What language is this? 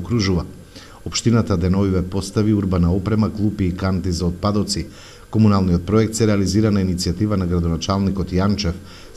Macedonian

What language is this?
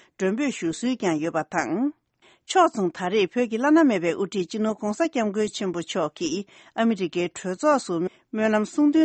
Tibetan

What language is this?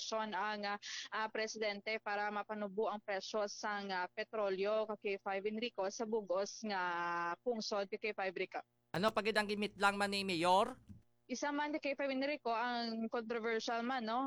Hiligaynon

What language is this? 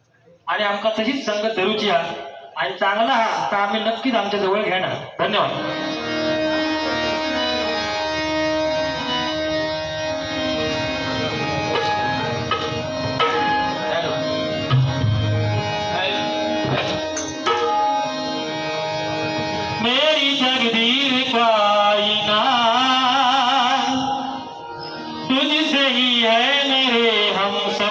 Marathi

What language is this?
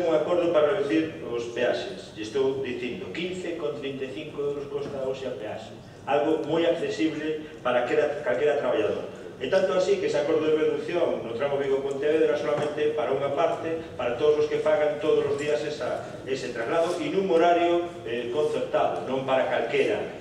Galician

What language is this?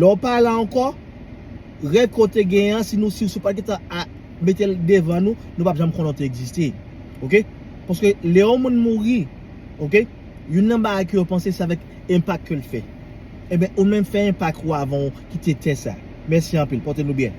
Haitian Creole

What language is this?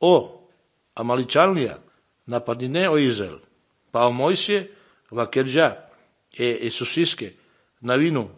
Serbian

